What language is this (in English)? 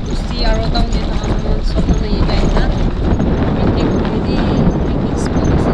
Yimchungru Naga